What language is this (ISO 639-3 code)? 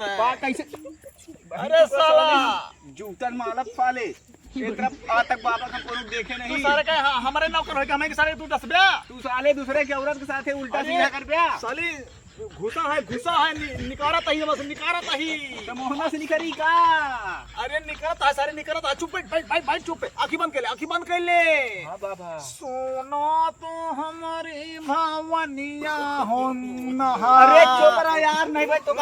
awa